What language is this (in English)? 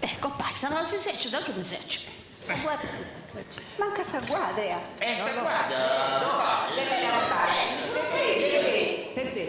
Sardinian